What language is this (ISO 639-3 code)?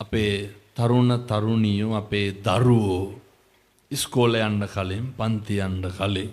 sin